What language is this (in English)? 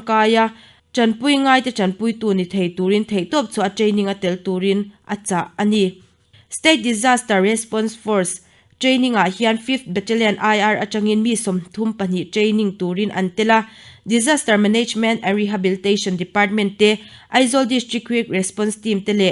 Mizo